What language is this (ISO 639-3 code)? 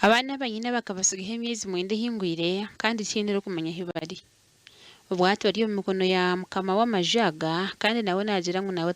nyn